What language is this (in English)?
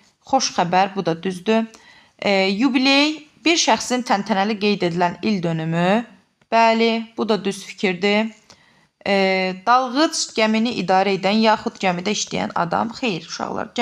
Azerbaijani